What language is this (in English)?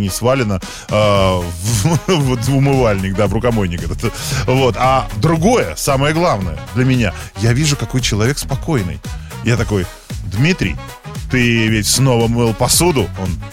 Russian